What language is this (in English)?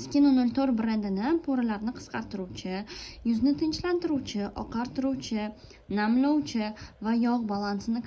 Uzbek